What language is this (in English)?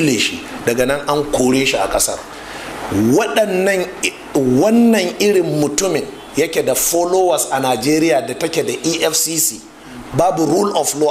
Hausa